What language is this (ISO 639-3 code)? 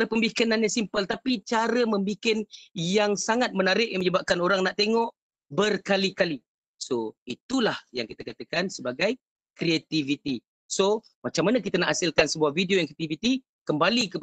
msa